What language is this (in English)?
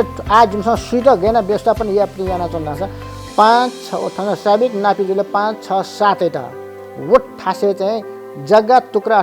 Newari